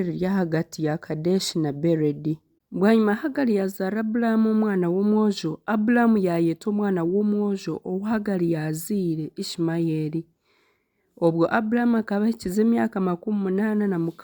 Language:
Nyankole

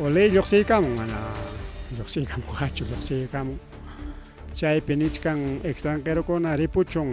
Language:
Ayacucho Quechua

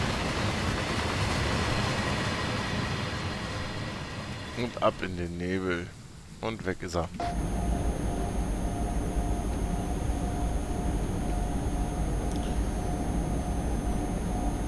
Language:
German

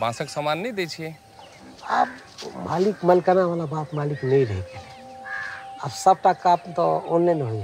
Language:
Maithili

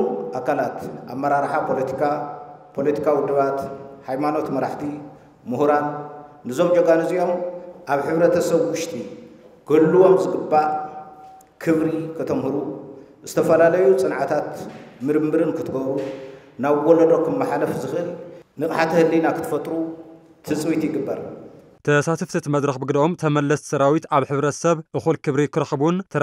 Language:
Tigrinya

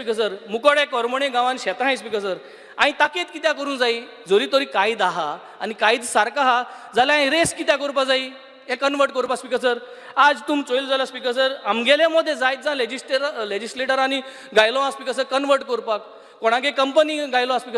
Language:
Konkani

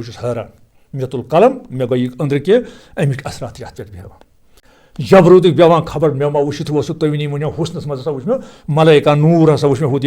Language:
Kashmiri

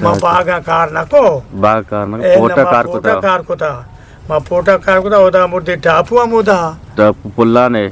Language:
Eastern Balochi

